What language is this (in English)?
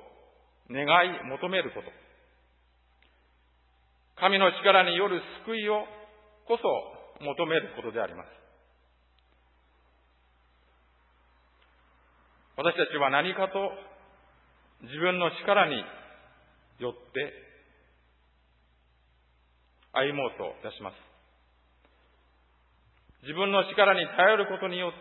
Japanese